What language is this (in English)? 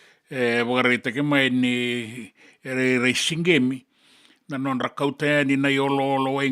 Fijian